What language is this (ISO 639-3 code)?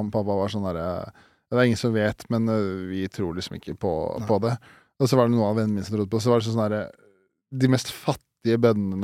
nor